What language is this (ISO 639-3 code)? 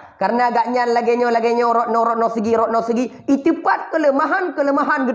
ace